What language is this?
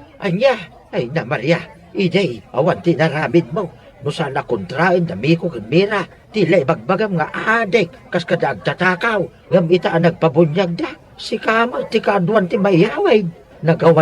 Iloko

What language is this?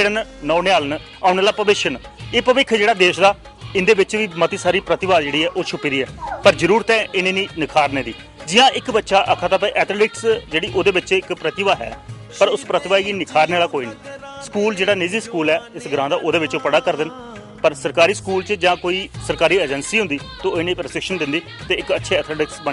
Dogri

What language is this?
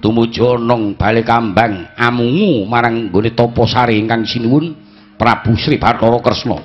Javanese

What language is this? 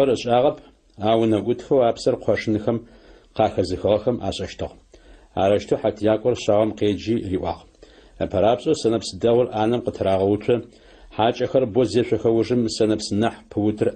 Adyghe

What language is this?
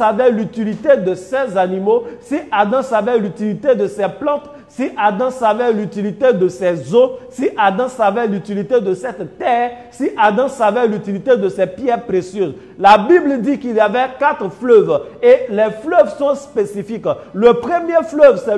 French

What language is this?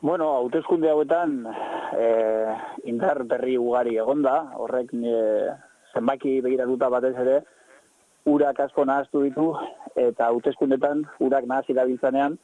Basque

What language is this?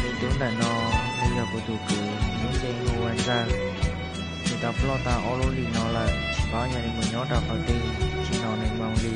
Hmong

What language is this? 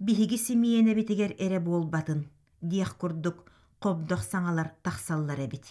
Yakut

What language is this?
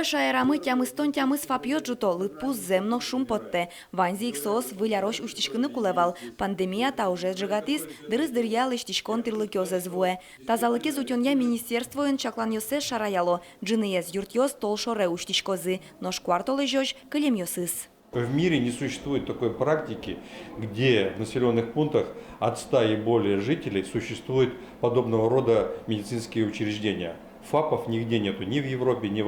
Udmurt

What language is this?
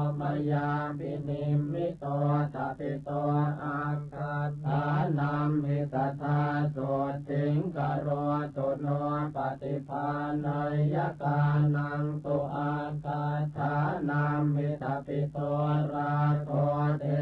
Pali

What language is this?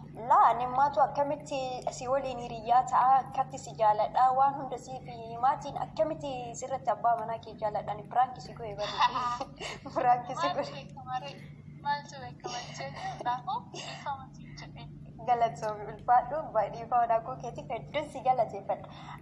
Oromo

